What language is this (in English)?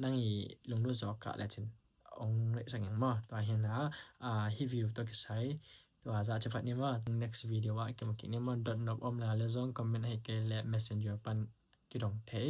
Tedim Chin